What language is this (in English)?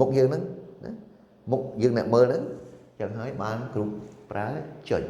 Khmer